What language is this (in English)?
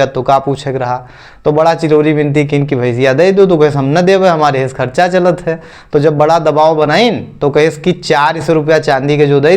Awadhi